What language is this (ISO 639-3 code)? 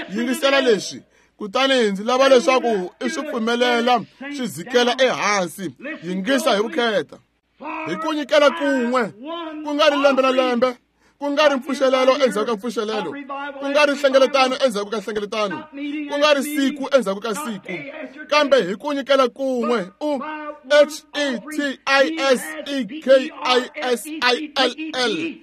tso